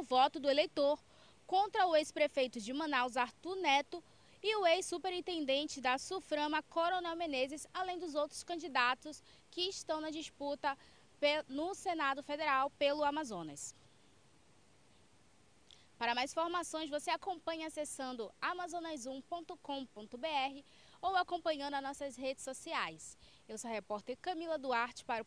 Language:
Portuguese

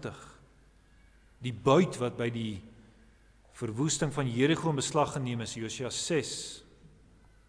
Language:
Afrikaans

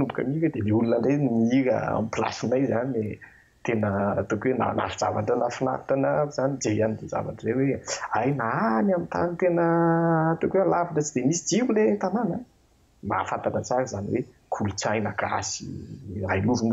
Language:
Malagasy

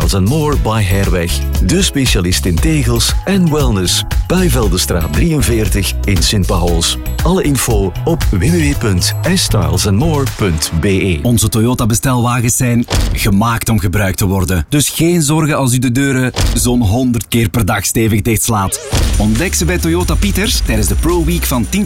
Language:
Dutch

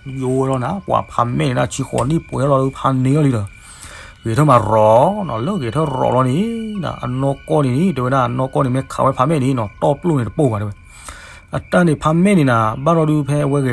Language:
S'gaw Karen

